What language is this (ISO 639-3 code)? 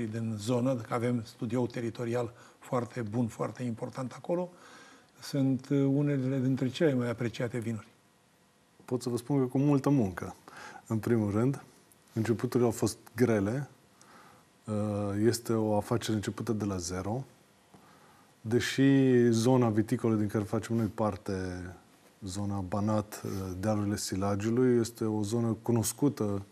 ron